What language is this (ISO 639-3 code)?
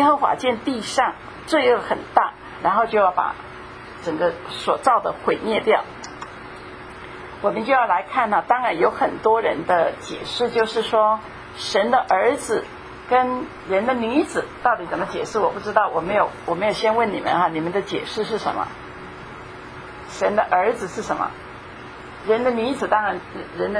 zho